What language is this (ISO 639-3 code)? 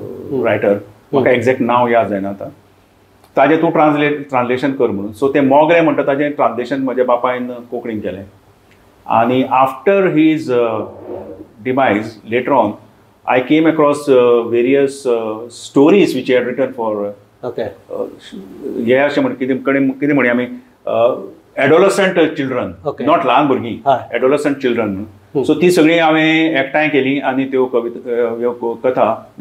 kok